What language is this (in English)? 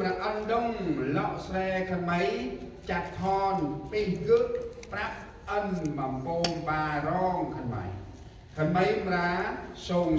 Central Mnong